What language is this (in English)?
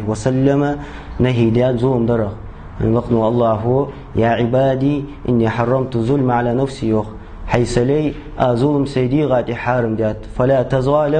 Ingush